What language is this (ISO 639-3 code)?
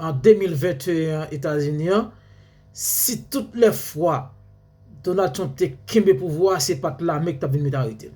hat